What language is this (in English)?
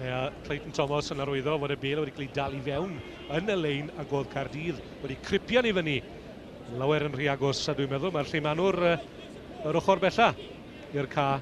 Welsh